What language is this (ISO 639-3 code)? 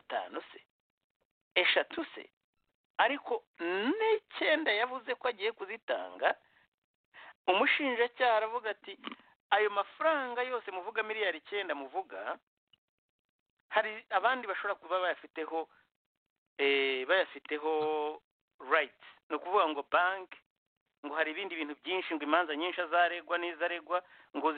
kin